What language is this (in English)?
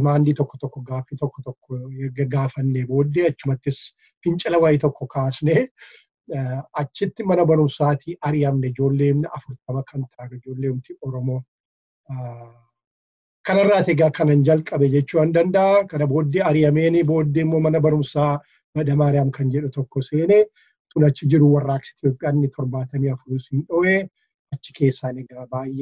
Oromo